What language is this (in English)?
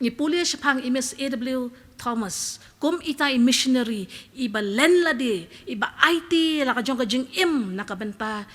Khasi